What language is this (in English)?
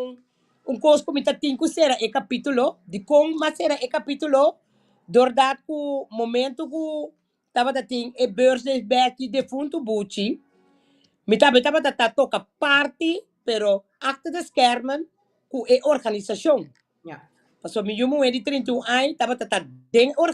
Papiamento